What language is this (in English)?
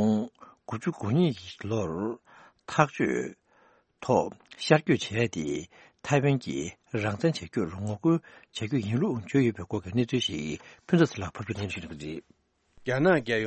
Tibetan